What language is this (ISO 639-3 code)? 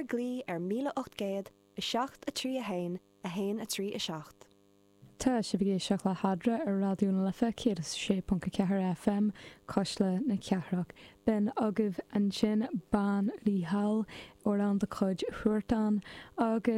gle